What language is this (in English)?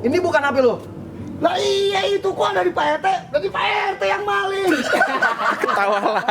Betawi